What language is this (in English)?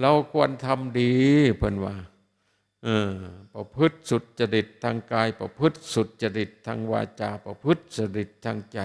Northeastern Thai